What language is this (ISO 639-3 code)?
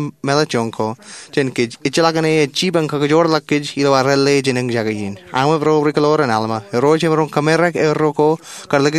mah